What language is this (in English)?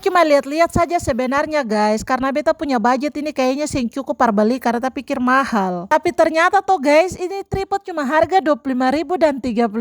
Ambonese Malay